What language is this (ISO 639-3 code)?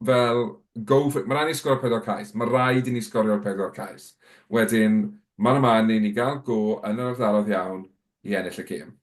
cym